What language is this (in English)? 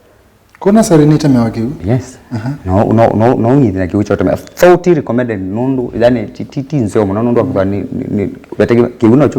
Kamba